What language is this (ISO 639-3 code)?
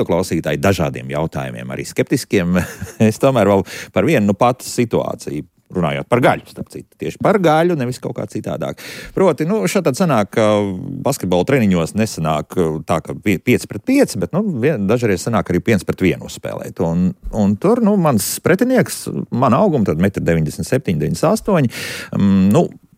lav